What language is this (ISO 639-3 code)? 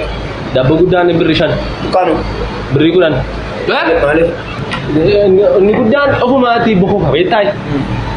orm